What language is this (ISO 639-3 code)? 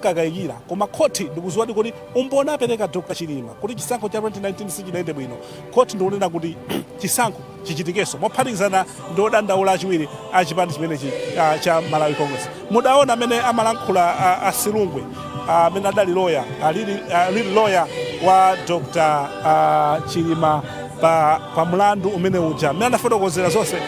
nya